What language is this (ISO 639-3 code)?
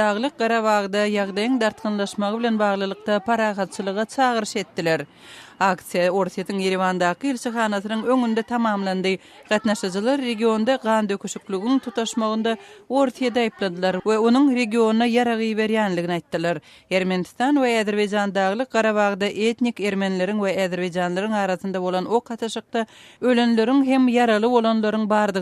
tuk